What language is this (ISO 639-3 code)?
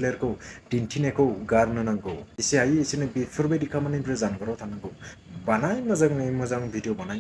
brx